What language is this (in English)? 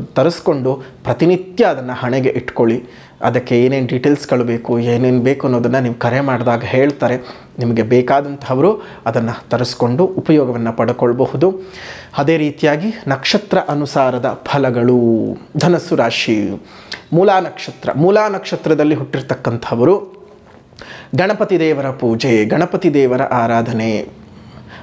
Kannada